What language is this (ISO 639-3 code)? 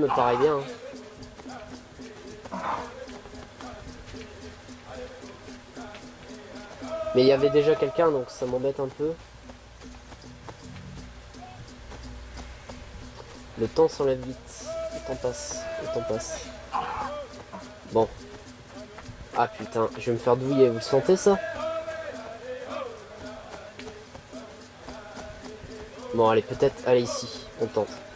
fra